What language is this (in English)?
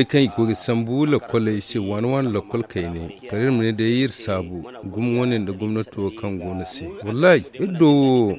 Zarma